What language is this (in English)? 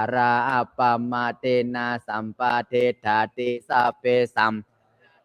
Pali